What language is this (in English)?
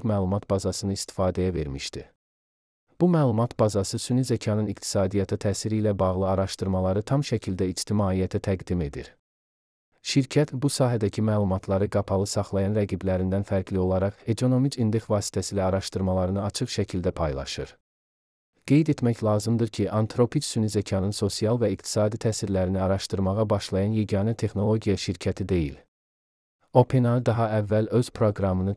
Azerbaijani